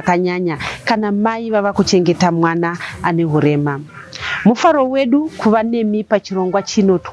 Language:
Shona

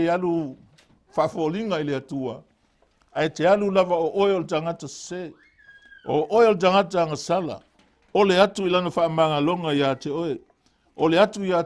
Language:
Samoan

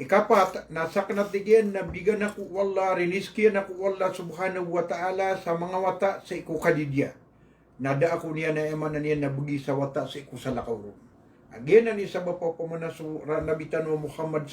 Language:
Maranao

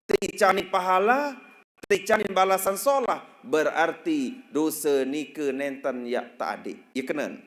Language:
Sasak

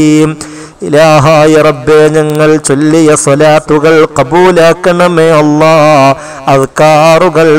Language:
Malayalam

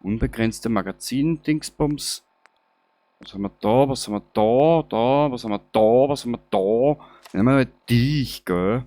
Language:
Bavarian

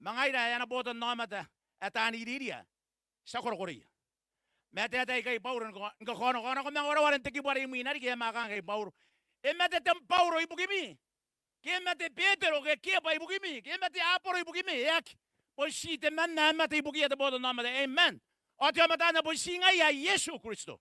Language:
Gilbertese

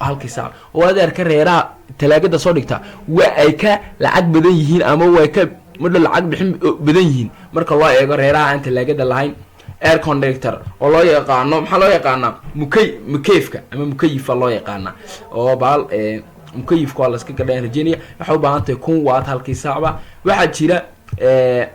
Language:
Somali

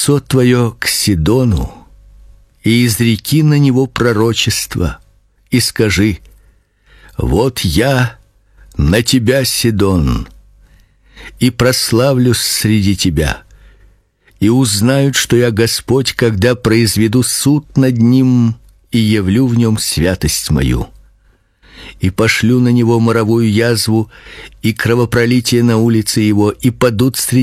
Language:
Russian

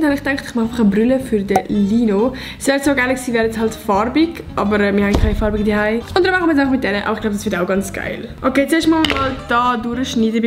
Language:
Swiss German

